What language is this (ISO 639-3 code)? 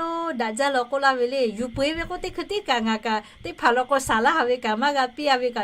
lhu